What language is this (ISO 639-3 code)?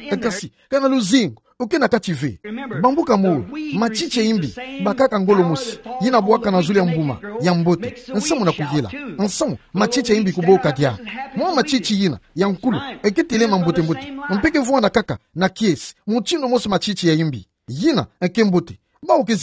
ktu